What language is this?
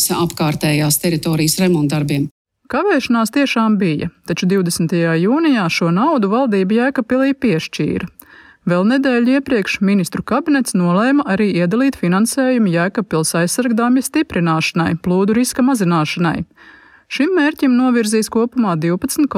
Latvian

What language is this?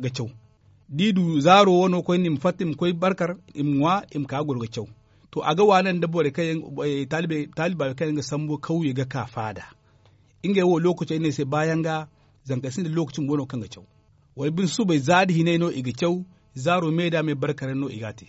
Zarma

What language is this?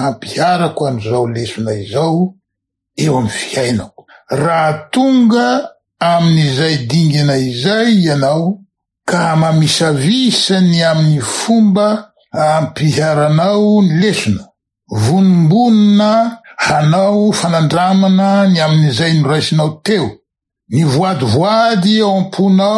Malagasy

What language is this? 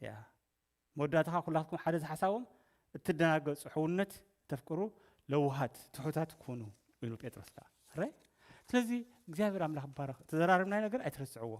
Tigrinya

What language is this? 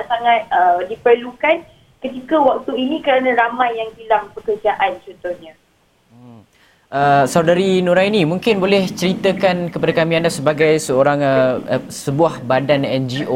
Malay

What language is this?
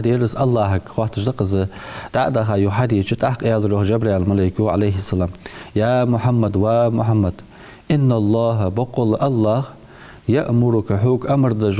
Ingush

